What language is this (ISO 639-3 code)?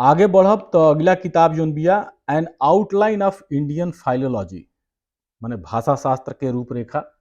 bho